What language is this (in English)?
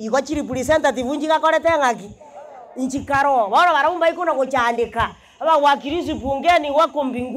Gusii